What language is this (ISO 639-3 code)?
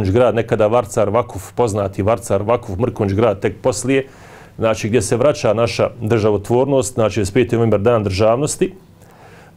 bos